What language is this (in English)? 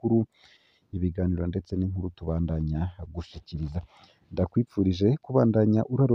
Rundi